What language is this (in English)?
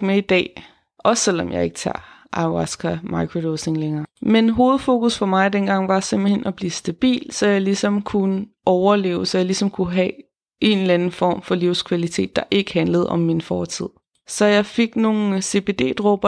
Danish